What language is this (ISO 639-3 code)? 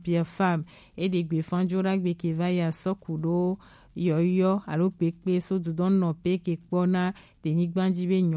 gej